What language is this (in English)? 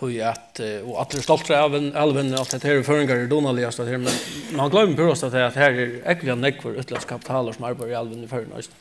Faroese